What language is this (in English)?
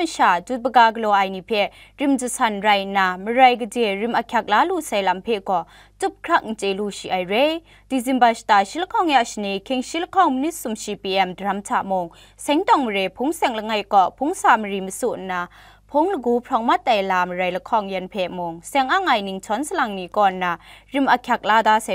Kachin